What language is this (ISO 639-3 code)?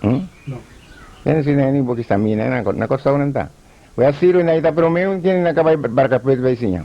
pap